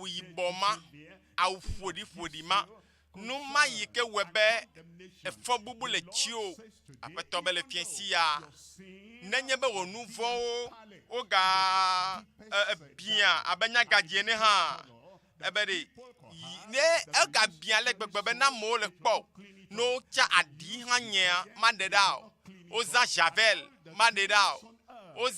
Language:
Ewe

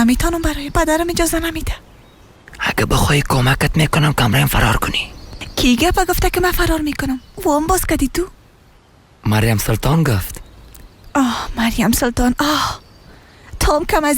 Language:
Persian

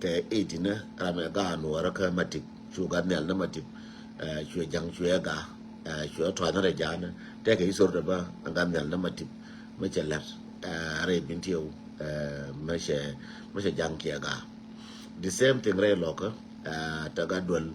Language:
Nuer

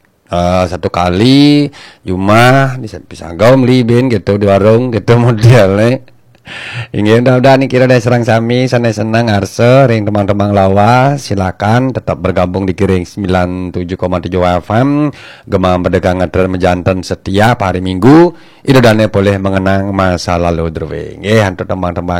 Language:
Balinese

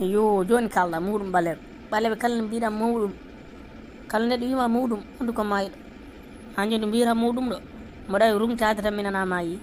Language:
Fula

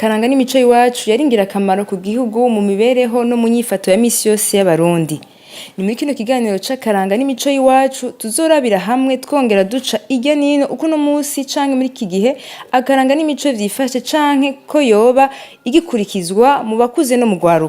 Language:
Rundi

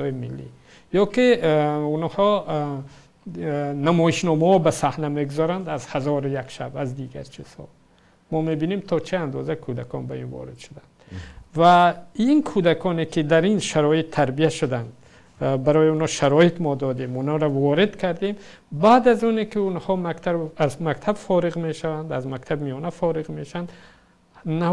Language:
Tajik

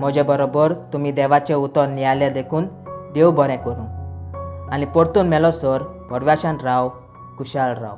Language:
Konkani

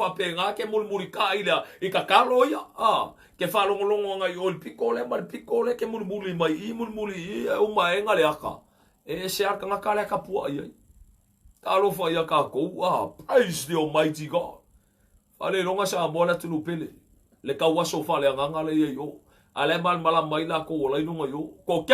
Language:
Samoan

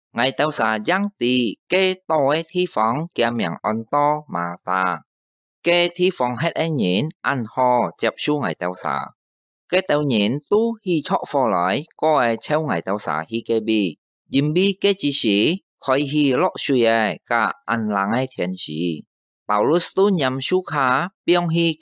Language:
Hakka Chinese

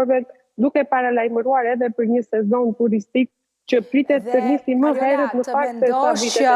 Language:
Albanian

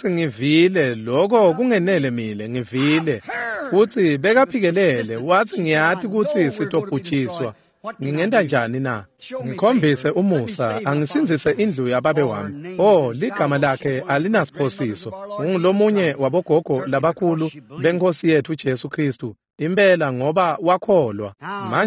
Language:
Swati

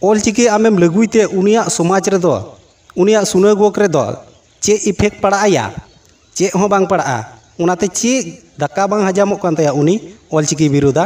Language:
Santali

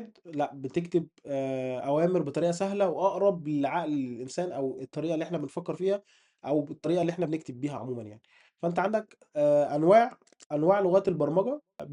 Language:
Egyptian Arabic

